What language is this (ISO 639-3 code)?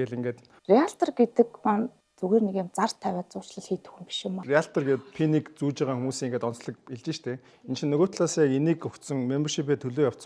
mon